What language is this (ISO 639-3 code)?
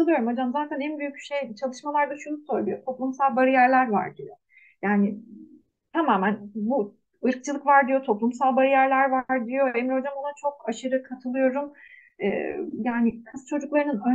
tur